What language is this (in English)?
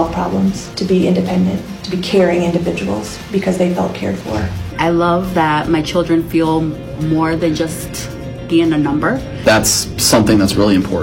English